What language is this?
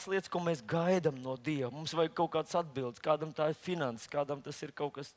Latvian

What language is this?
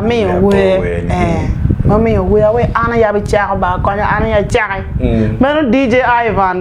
Acoli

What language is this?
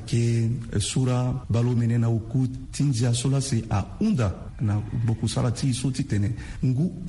Sango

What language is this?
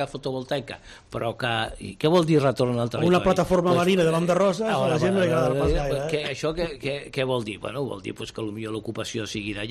Catalan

